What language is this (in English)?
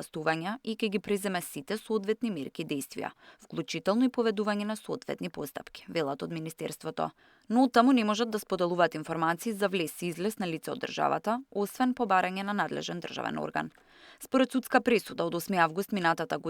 Macedonian